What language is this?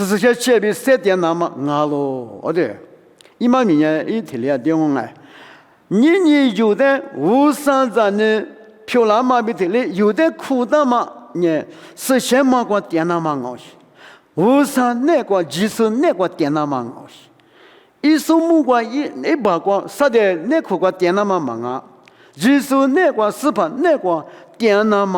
Lisu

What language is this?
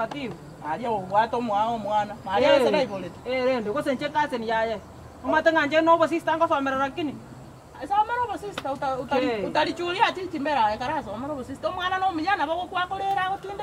Gusii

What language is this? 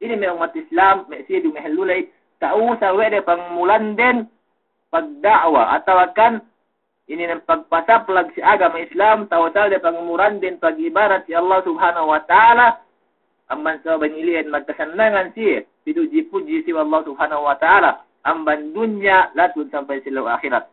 Yakan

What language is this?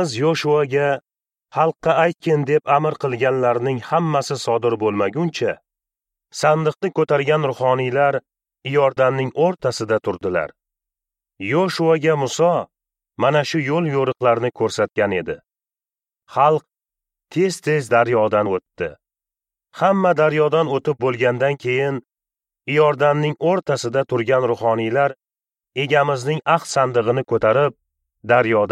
Uzbek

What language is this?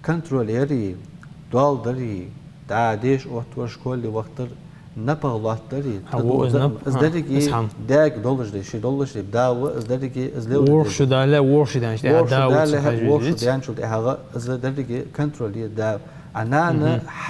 Ingush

